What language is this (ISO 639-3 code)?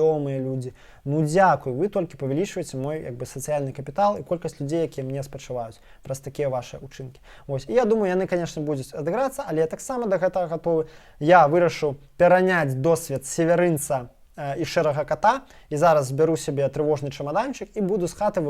bel